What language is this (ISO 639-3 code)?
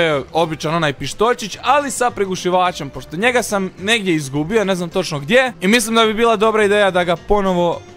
hrv